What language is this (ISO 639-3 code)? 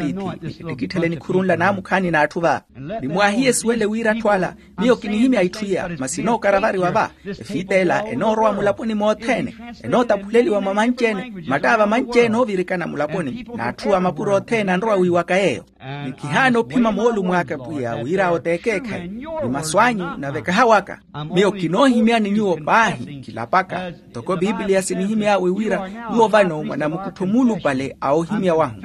vmw